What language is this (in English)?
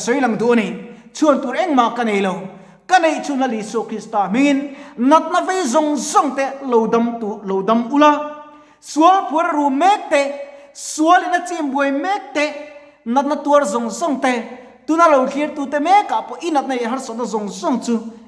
Mizo